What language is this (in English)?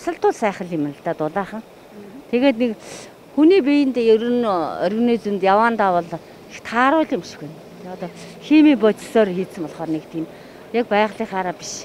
Mongolian